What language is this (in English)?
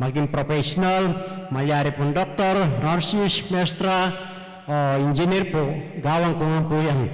Pampanga